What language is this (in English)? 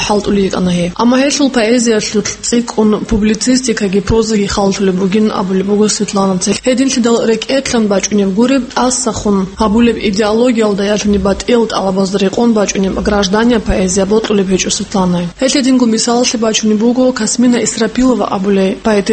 Avaric